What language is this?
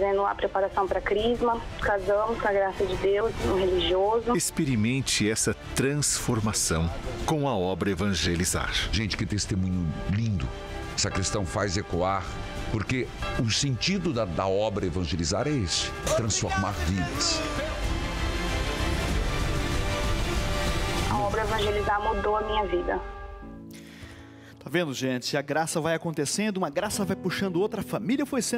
Portuguese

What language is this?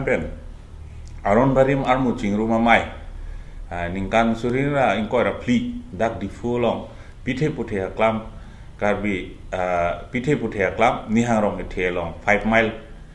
Karbi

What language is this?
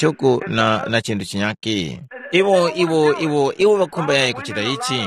Tumbuka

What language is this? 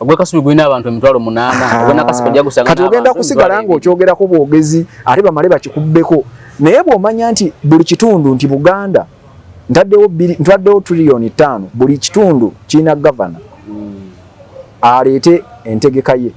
Ganda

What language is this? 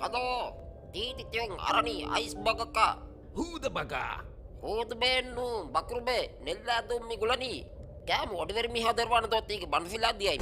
Divehi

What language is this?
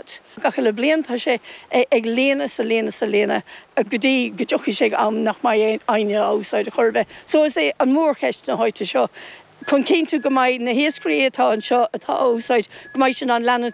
Irish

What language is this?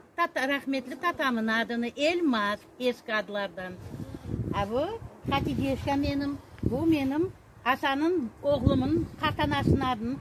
Crimean Tatar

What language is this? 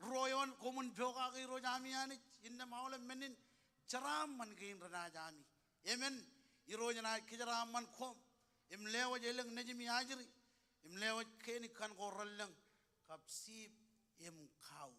Marshallese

